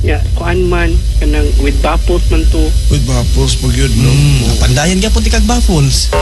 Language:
Cebuano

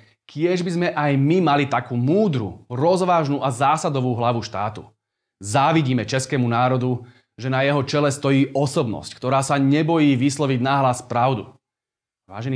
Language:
Slovak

